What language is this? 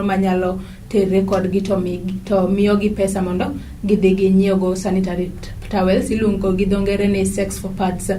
Luo (Kenya and Tanzania)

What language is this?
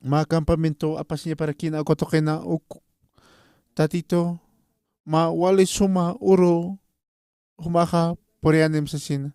Aymara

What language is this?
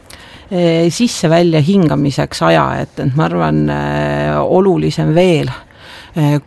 Estonian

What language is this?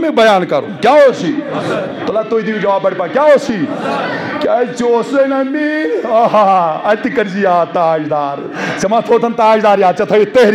Kashmiri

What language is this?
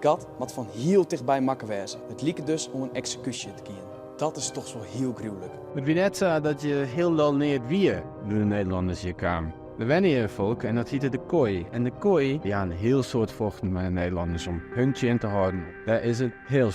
Western Frisian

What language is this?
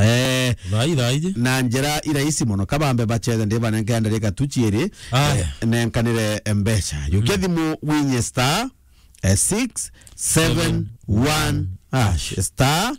Meru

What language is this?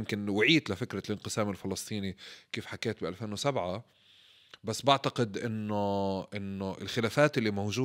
North Levantine Arabic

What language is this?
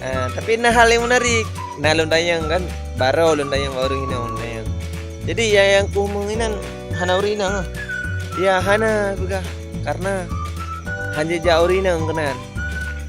Achinese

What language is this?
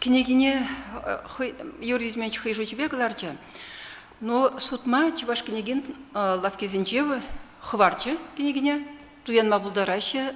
Chuvash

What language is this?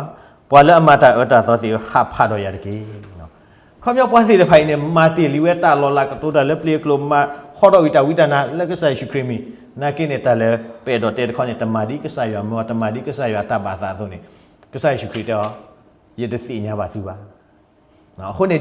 S'gaw Karen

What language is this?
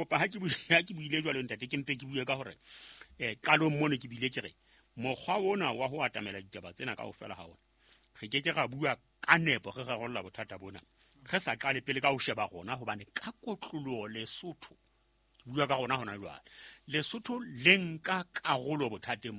Southern Sotho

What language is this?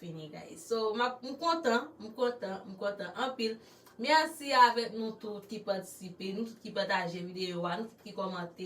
Haitian Creole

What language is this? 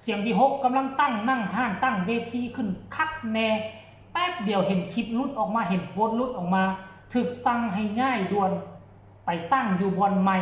Northeastern Thai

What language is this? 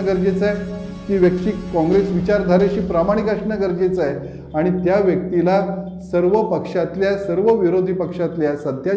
Marathi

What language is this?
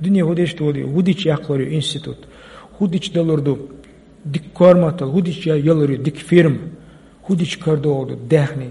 Chechen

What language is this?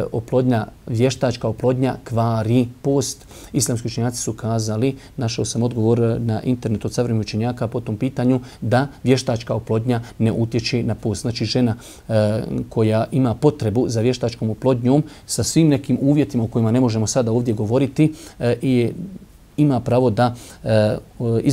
Bosnian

